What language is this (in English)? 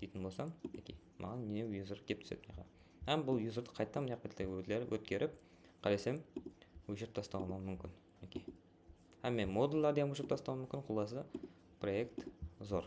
Kara-Kalpak